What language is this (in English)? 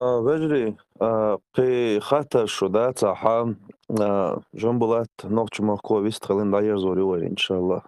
Chechen